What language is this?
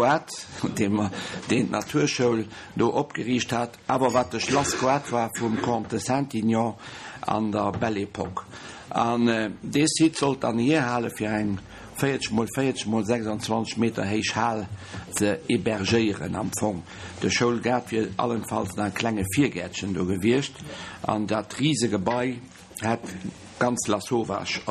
Luxembourgish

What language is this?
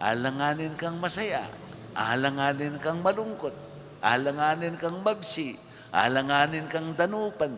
Pampanga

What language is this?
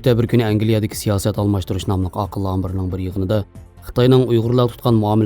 Uyghur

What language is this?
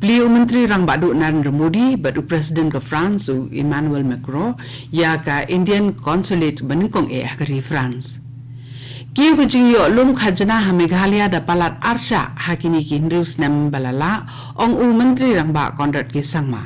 Khasi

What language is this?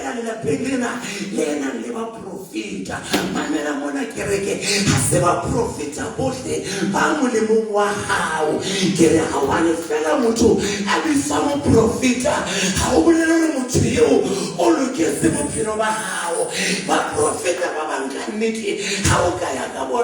Southern Sotho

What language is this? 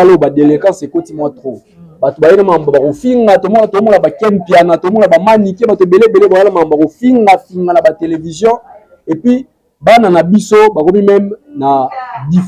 Lingala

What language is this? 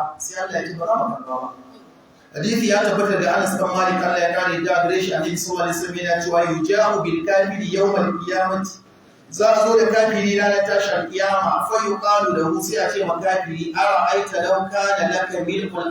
Hausa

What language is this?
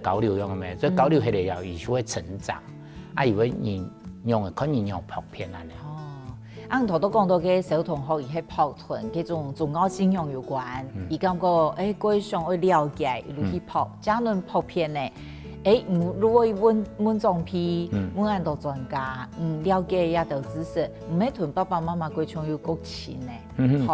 Hakka Chinese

